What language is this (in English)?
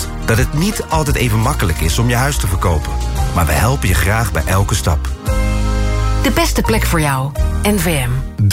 Dutch